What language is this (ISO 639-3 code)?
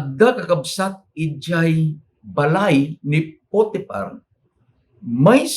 ilo